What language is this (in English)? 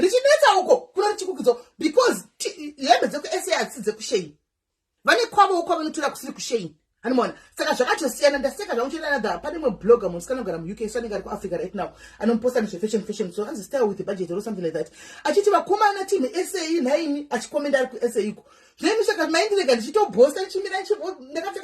Shona